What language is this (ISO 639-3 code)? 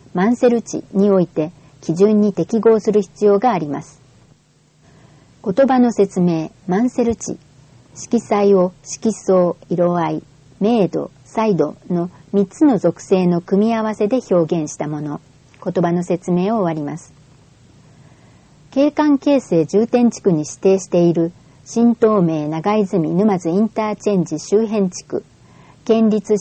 jpn